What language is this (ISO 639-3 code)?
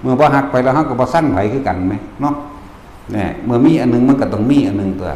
tts